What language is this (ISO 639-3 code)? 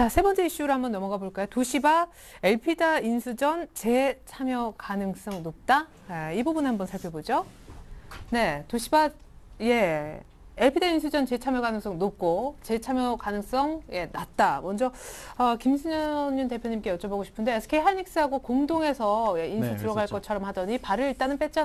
kor